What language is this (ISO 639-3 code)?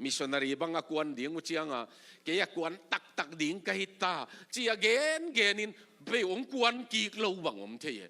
ctd